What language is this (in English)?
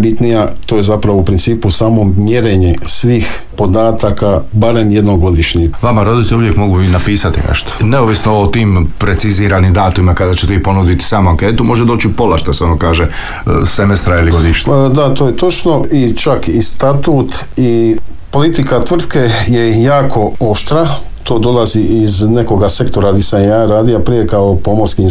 Croatian